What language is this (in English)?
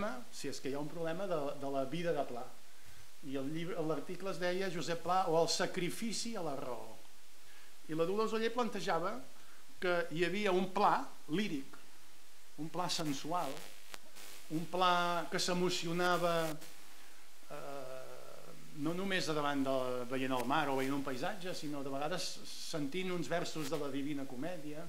Catalan